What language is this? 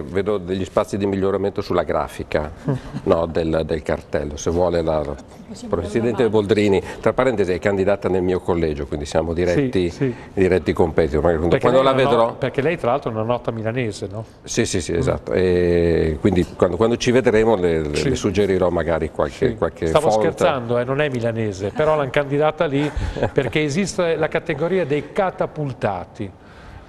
Italian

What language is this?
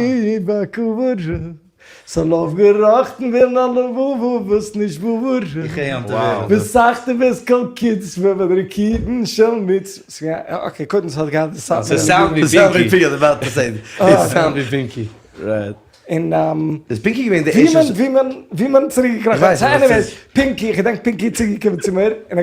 Yiddish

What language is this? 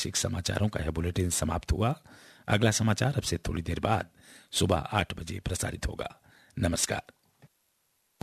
Hindi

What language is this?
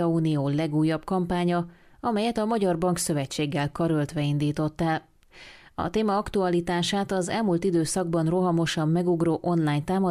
Hungarian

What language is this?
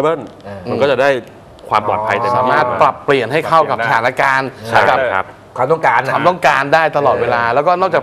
Thai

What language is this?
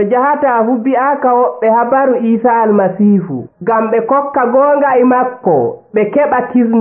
Nigerian Fulfulde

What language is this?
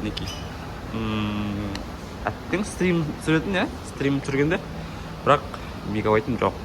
Kazakh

